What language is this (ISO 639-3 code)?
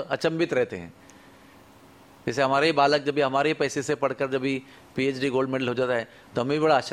hin